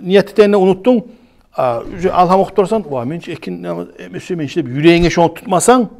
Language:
Kumyk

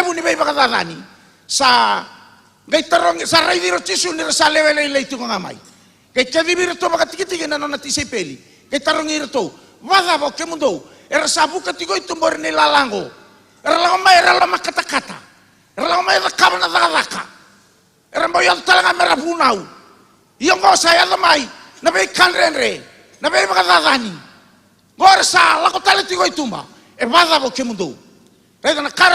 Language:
Fijian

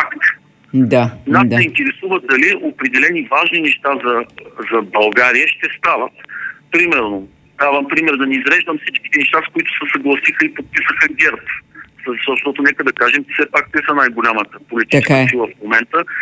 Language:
Bulgarian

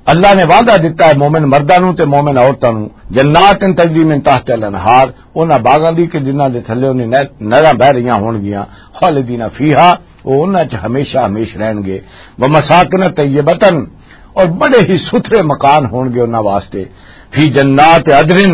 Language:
Western Panjabi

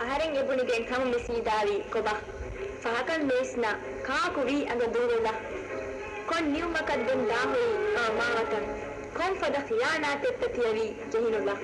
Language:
Divehi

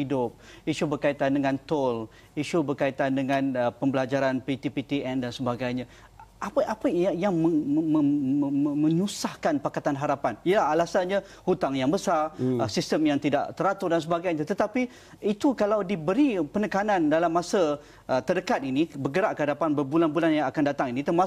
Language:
Malay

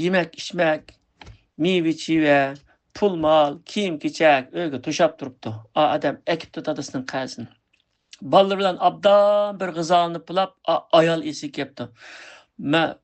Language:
Uyghur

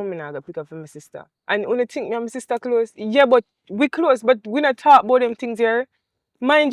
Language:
Jamaican Creole English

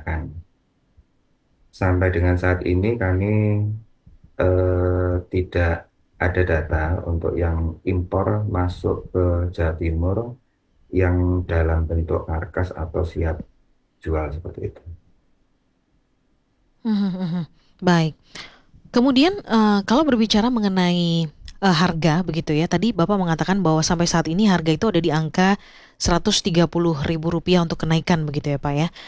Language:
Indonesian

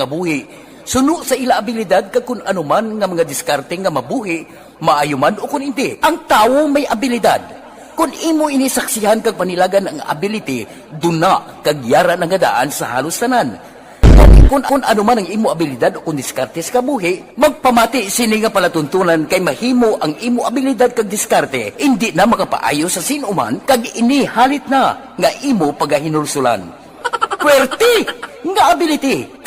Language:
Hiligaynon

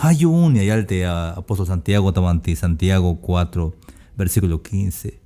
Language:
Tzeltal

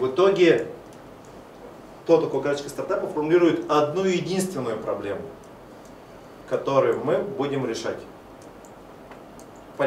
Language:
Russian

